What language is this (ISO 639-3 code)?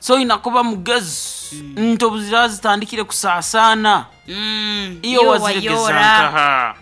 nyn